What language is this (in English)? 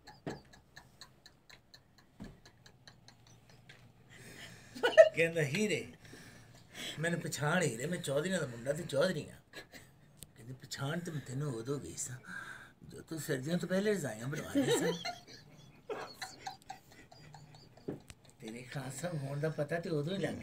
Punjabi